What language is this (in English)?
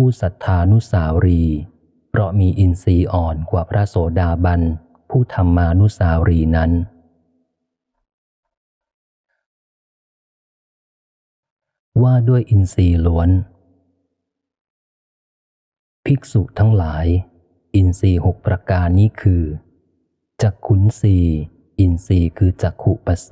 Thai